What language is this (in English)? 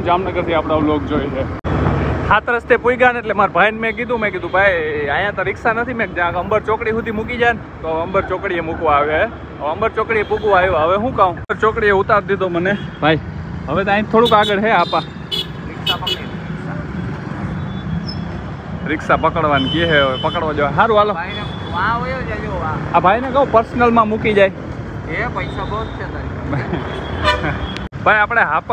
Gujarati